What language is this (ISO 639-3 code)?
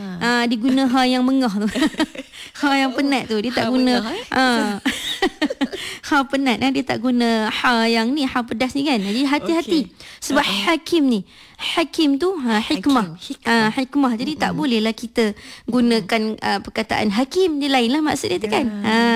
msa